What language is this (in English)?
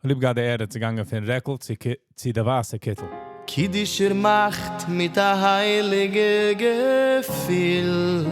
Yiddish